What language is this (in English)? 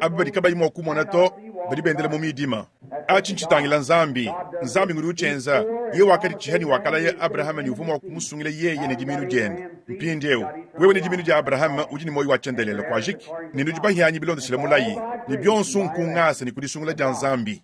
Luba-Lulua